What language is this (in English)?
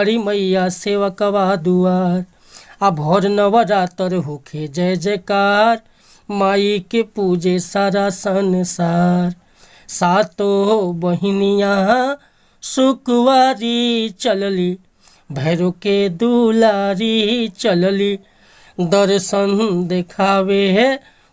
Bhojpuri